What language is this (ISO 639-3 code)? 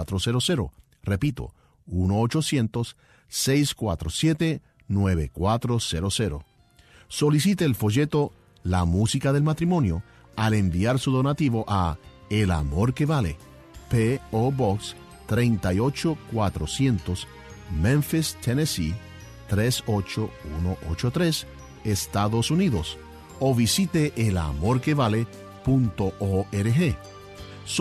spa